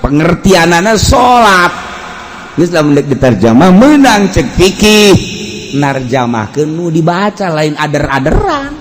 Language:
Sundanese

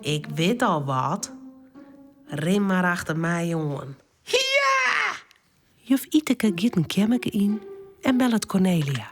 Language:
Western Frisian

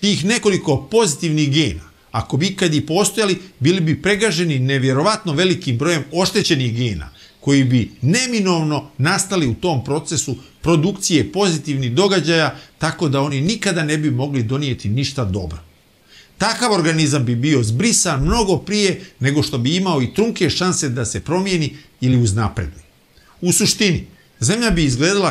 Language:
Bosnian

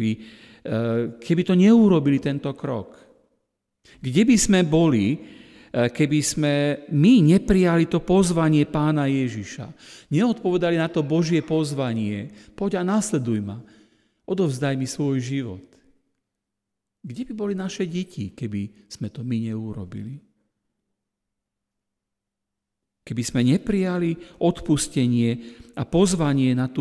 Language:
Slovak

